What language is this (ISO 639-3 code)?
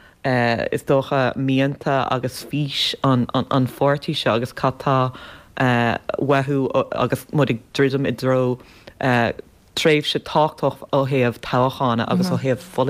gle